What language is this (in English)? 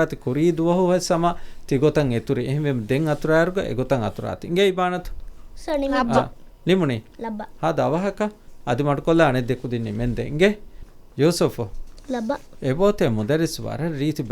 Divehi